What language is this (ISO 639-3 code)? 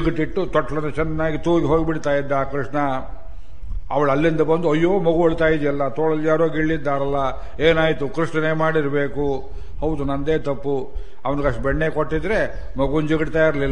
kan